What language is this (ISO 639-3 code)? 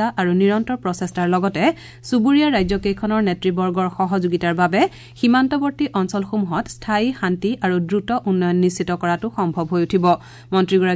asm